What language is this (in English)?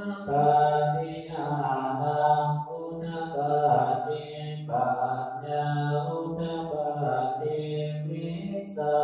Pali